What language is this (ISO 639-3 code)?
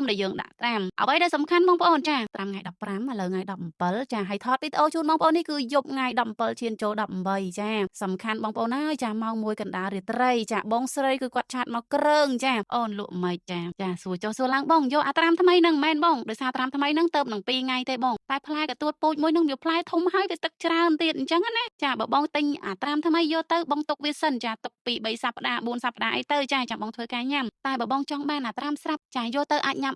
khm